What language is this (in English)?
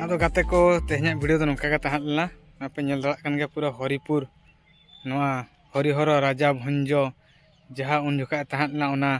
Santali